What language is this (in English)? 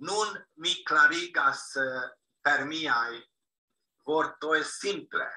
Esperanto